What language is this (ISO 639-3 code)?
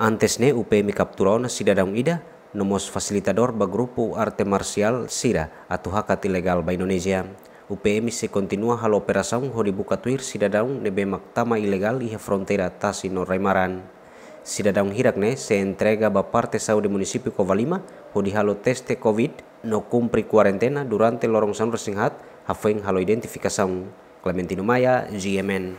tet